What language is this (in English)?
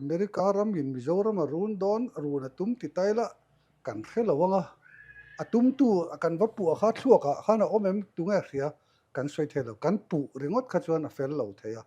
Mizo